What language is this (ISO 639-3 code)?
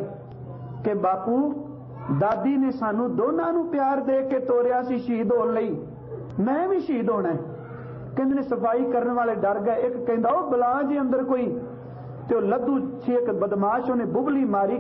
pan